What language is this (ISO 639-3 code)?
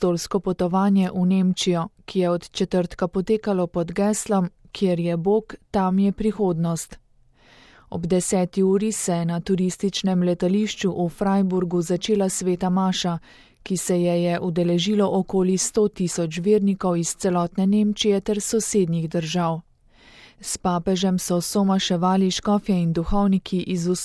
slv